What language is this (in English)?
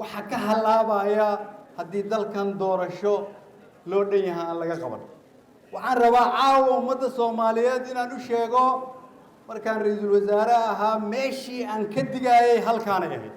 Somali